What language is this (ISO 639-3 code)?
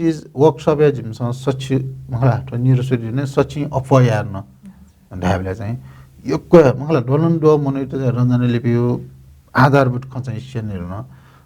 new